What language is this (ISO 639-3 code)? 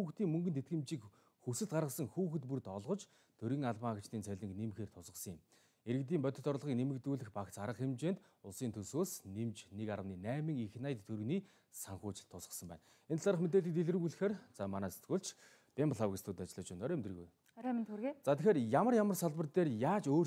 mon